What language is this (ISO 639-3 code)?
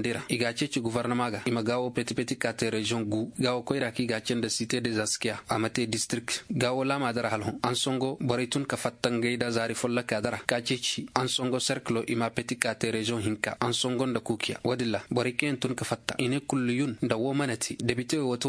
ses